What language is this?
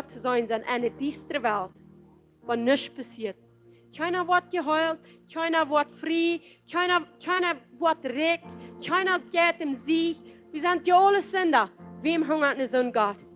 Plautdietsch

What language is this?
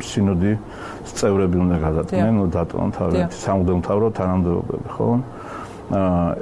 Georgian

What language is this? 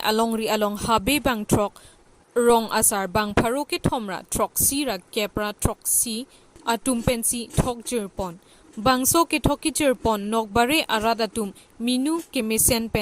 Karbi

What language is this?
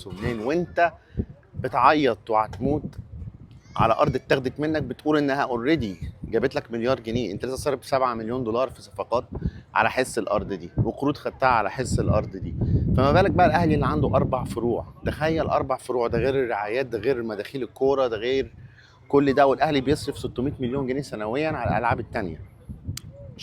Egyptian Arabic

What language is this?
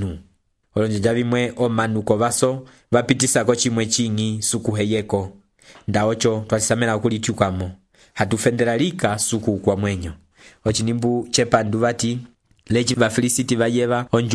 Umbundu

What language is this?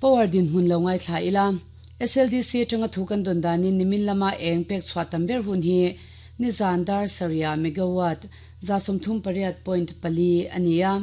Mizo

